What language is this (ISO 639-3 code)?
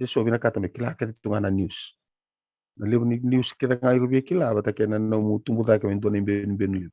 fij